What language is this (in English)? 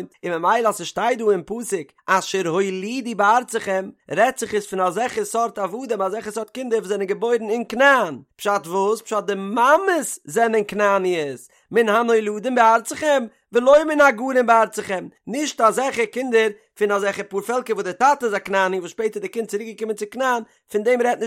Yiddish